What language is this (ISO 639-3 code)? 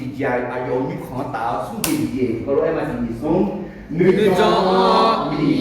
ahk